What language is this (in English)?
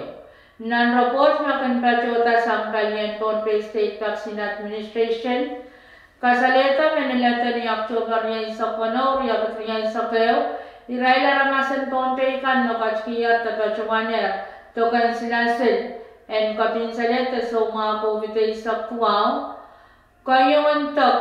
Pohnpeian